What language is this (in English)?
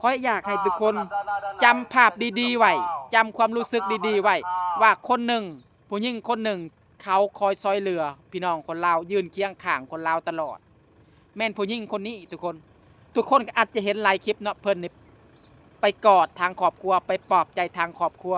Lao